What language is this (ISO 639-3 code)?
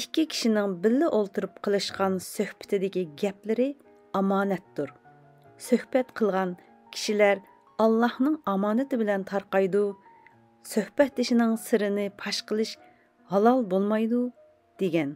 uig